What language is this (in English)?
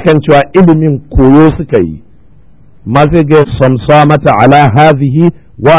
Hausa